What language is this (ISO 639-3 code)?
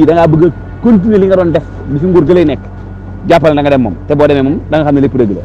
wol